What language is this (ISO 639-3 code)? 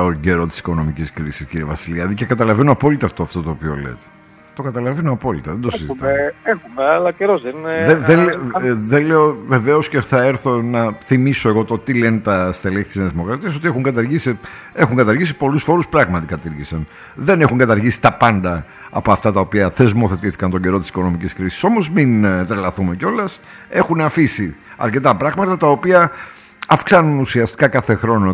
ell